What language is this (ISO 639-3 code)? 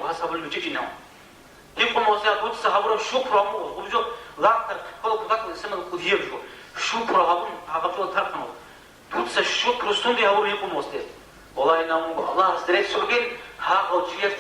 ava